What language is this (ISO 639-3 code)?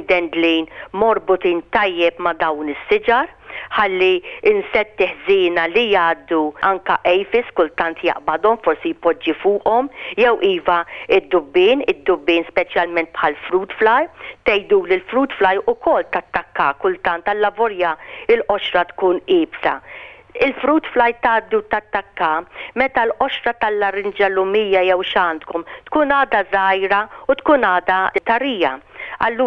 mlt